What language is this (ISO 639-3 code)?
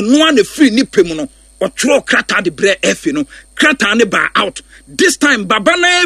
aka